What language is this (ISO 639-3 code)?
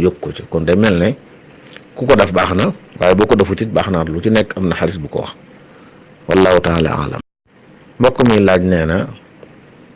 wol